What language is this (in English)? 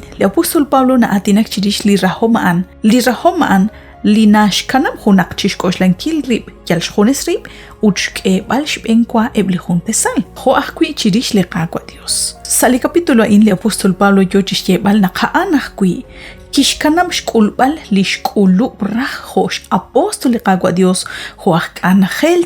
Kekchí